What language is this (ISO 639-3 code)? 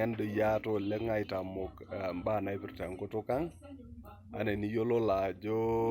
mas